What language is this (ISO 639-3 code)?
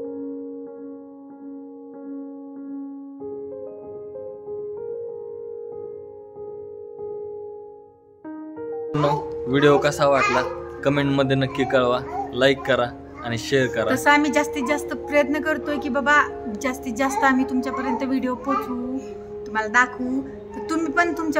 mar